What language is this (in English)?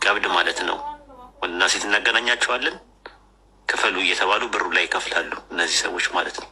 Amharic